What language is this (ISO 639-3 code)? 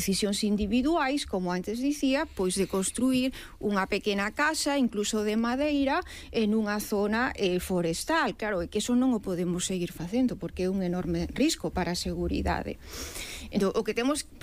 glg